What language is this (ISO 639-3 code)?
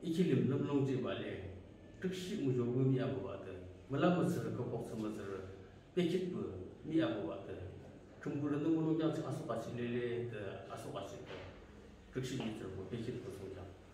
nag